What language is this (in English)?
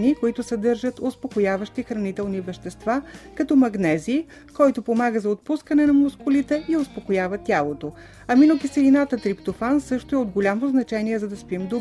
Bulgarian